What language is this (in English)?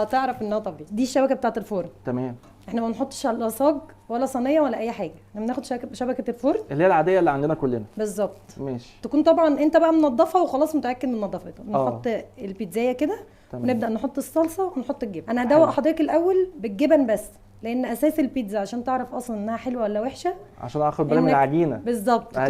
Egyptian Arabic